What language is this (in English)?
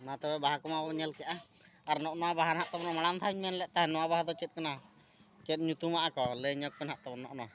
Santali